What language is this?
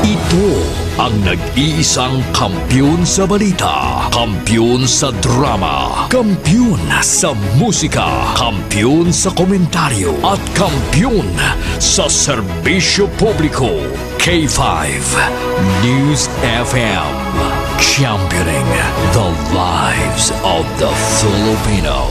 Hiligaynon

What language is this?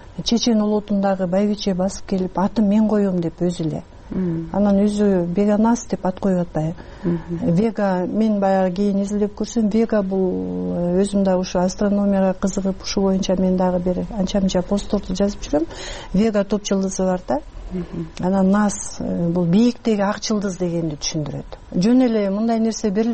Kyrgyz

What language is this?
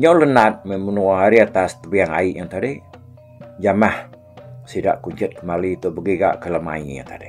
Iban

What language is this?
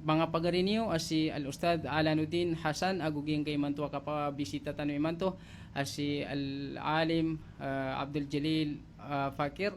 Maranao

